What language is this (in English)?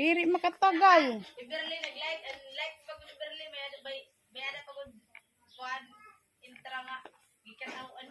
Waray